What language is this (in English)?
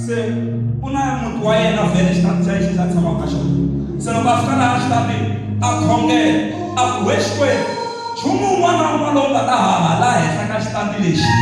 Tsonga